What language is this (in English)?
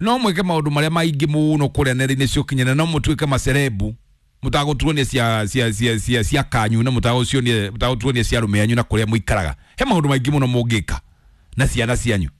Kikuyu